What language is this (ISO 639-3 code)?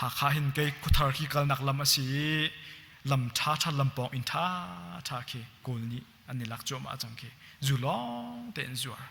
cnh